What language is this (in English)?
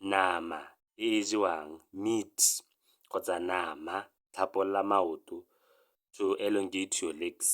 Tswana